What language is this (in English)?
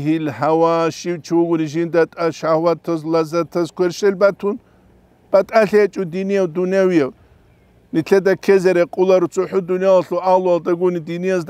Avaric